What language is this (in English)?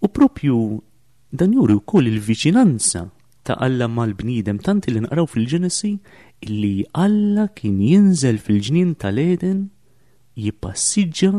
Maltese